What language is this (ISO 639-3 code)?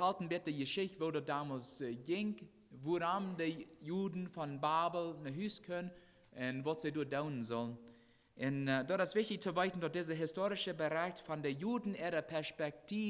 pdt